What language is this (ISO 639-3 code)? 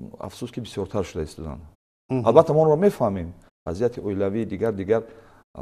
tgk